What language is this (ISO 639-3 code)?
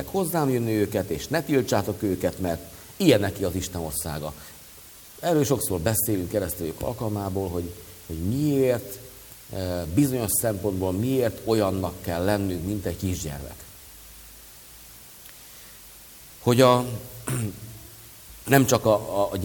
hun